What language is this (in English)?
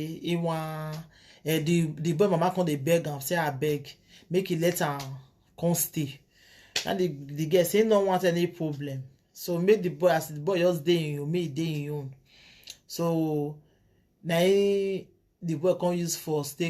Nigerian Pidgin